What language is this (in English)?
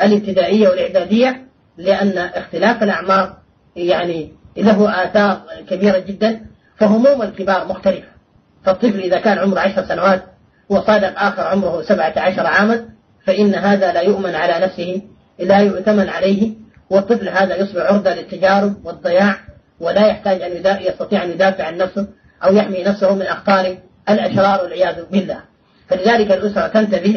Arabic